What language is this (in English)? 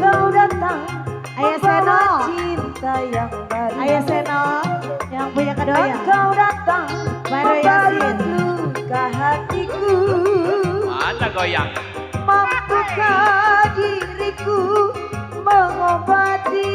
Betawi